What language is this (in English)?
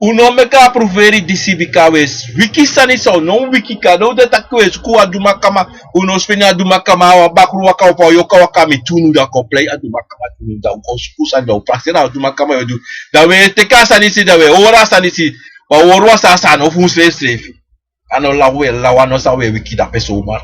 Sranan Tongo